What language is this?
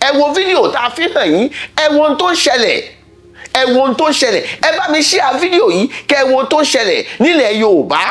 Yoruba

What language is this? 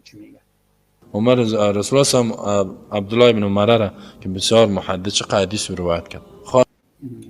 Persian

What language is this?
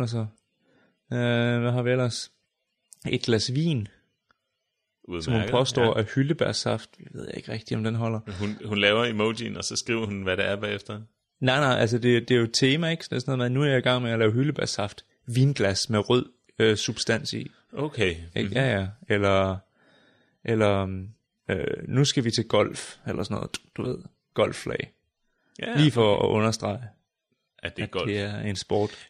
Danish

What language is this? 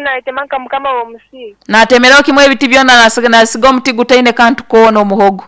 Nyankole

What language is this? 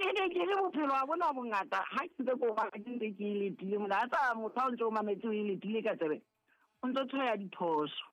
Southern Sotho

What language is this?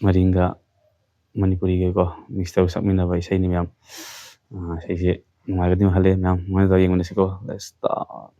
Manipuri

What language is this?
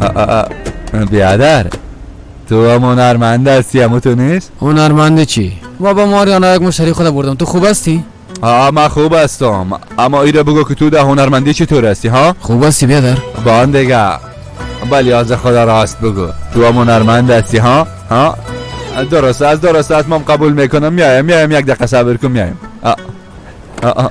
Persian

